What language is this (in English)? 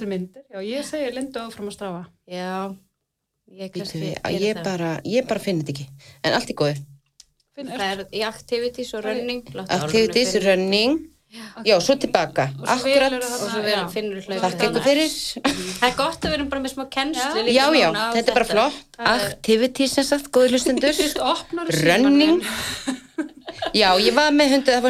Icelandic